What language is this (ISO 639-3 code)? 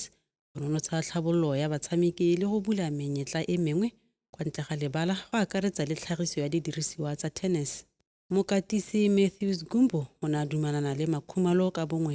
tsn